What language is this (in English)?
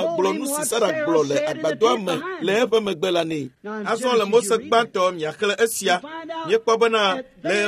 Ewe